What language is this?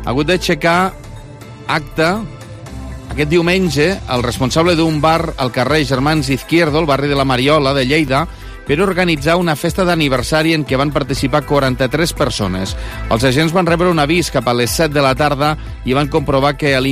Catalan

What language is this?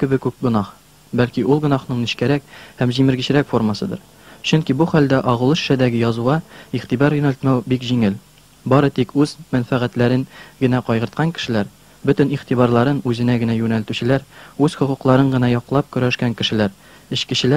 Tatar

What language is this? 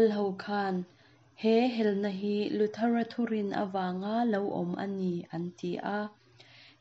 Mizo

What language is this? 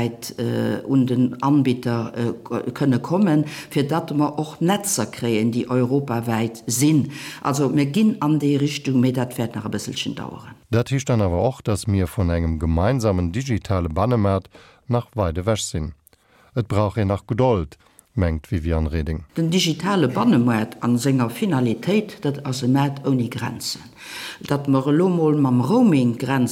Luxembourgish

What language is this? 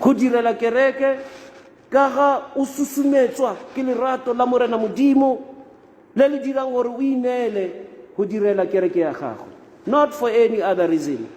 Tswana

